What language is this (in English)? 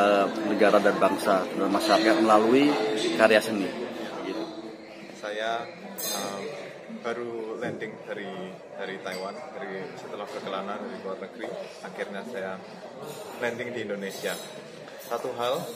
Indonesian